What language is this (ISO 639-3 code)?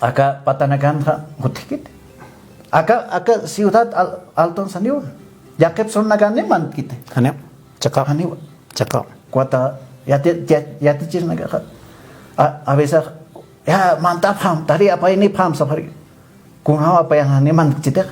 aym